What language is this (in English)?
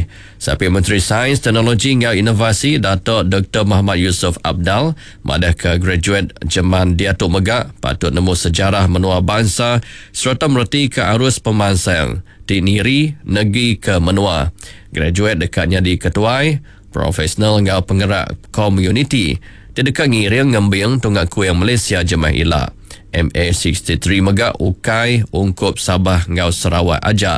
Iban